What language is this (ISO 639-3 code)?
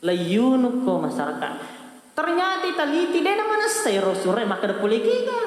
bug